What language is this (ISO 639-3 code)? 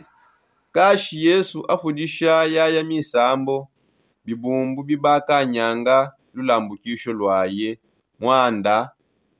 sop